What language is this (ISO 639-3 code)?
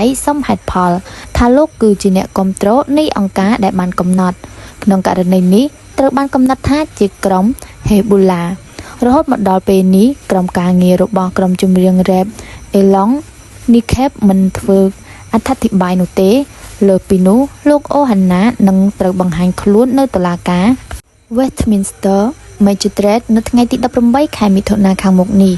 khm